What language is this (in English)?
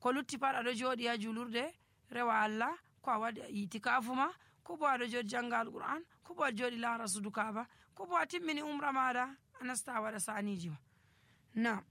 Nigerian Fulfulde